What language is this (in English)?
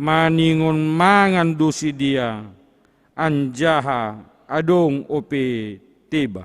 Batak Simalungun